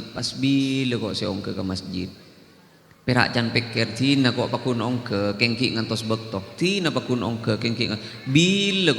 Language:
Madurese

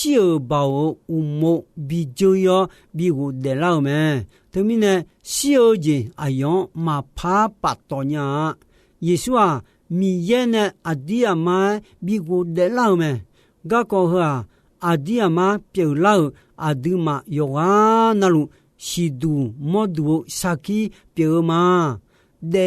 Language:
Akha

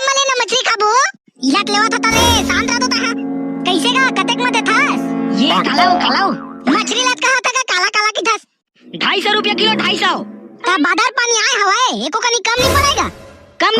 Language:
Chhattisgarhi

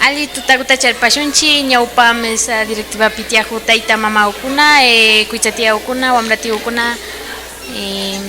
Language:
Imbabura Highland Quichua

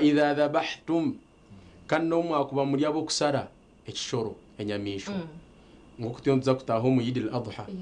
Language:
Nyankole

